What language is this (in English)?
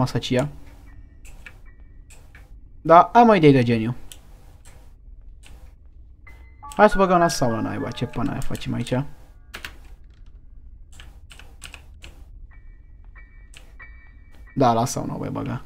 Romanian